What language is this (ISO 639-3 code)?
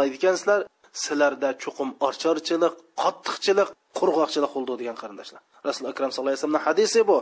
uig